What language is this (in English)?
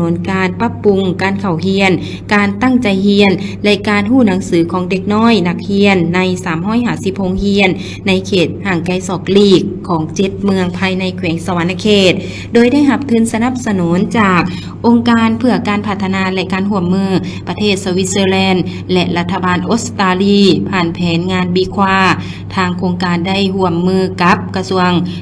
Lao